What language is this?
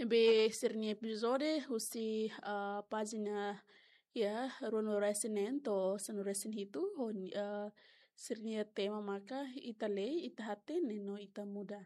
Tetum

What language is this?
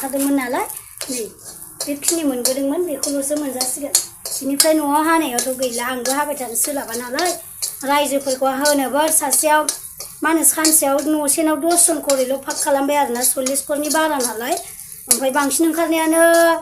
Bodo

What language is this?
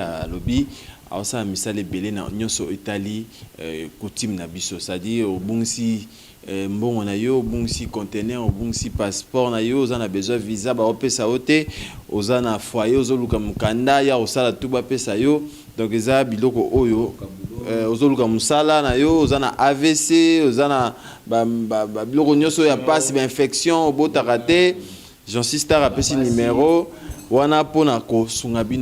Lingala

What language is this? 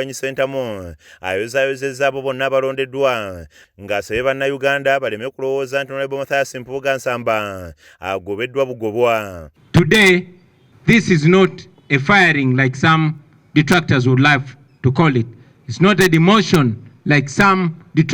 Ganda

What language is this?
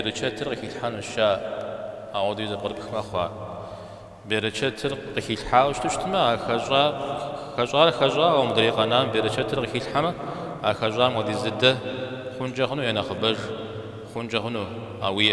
Kabardian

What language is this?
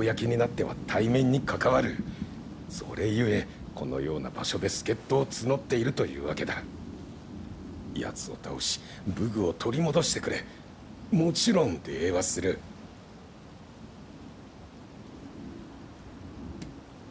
Japanese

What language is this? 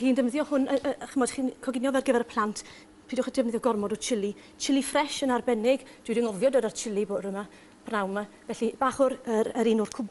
Welsh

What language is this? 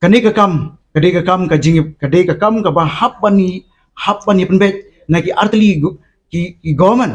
Khasi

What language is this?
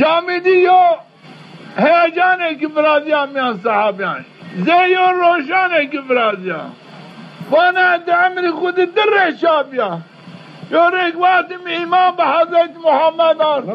Zaza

